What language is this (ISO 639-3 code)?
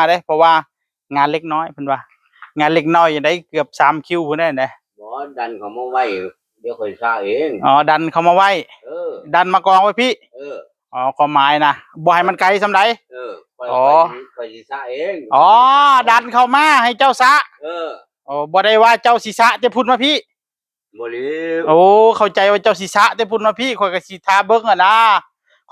tts